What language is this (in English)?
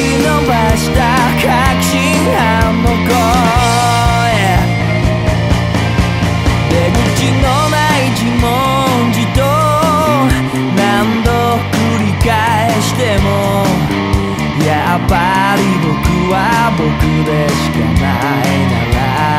Japanese